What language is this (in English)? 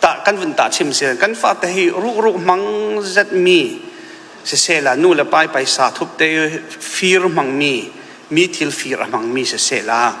Falam Chin